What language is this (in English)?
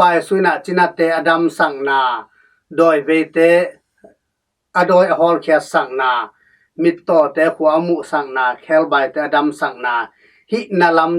Tedim Chin